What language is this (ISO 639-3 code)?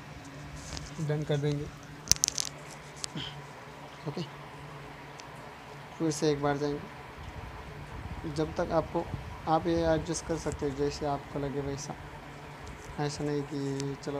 hin